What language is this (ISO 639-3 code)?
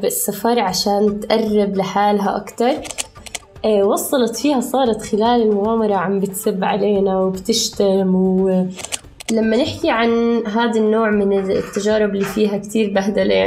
apc